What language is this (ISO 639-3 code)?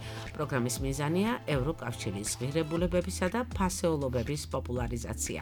kat